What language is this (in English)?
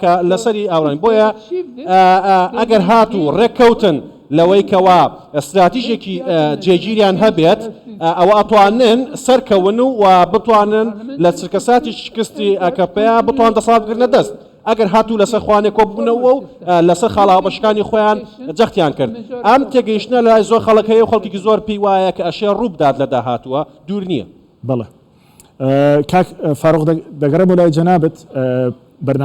Central Kurdish